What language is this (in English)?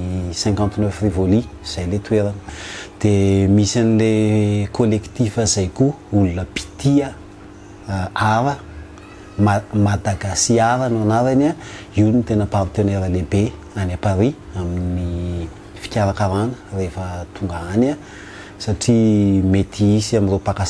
Malagasy